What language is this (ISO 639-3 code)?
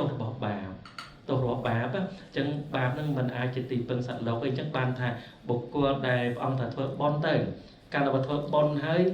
khm